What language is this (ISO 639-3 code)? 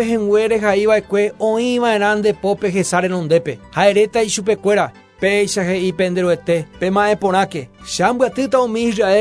grn